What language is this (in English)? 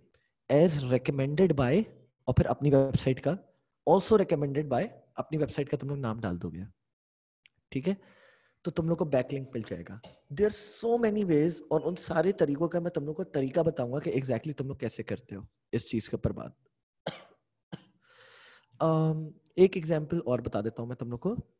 Hindi